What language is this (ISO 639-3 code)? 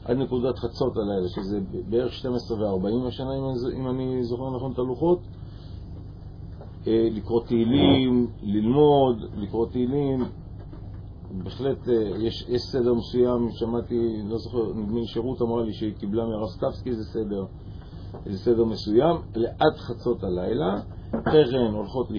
heb